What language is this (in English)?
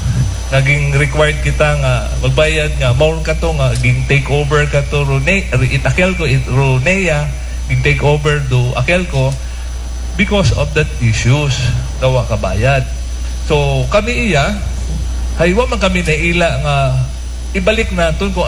Aklanon